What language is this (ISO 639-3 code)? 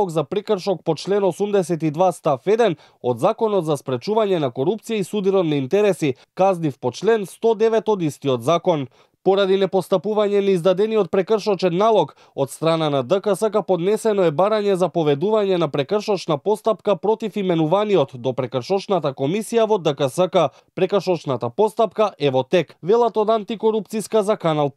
mkd